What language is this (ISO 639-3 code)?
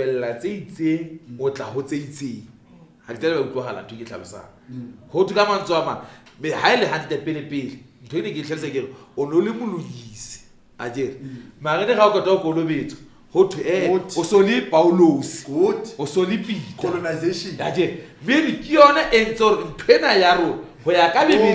sot